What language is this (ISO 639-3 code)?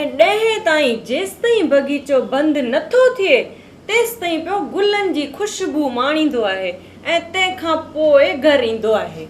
snd